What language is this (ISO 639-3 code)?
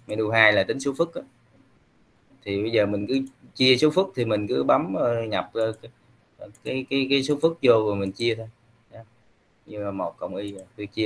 vie